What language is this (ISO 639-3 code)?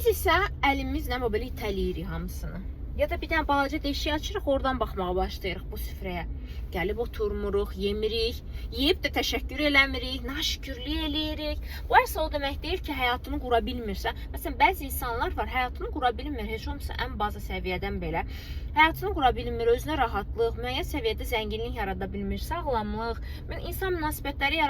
aze